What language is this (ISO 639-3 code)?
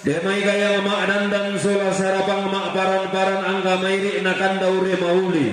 sda